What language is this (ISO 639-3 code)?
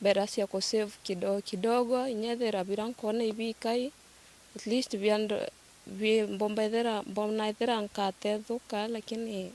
mer